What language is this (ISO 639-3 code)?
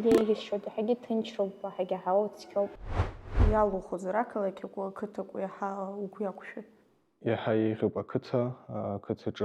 abk